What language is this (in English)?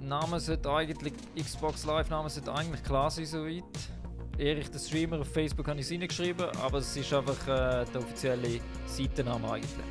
Swiss German